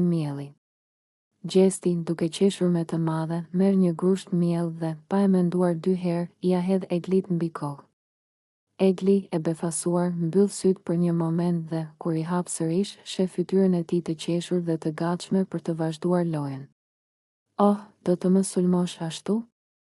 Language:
Albanian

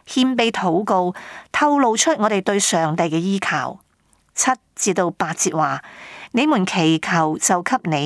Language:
Cantonese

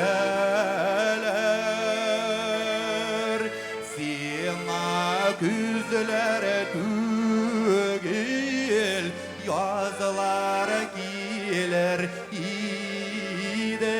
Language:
Bashkir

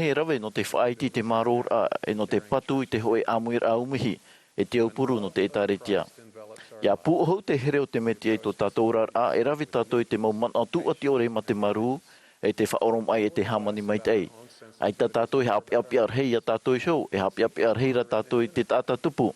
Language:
Tahitian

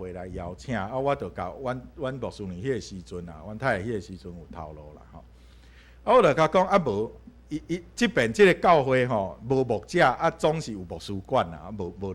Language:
Min Nan Chinese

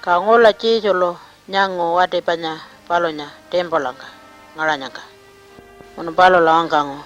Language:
Pitjantjatjara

